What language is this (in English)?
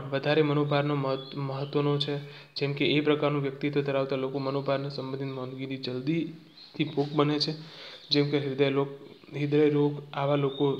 Gujarati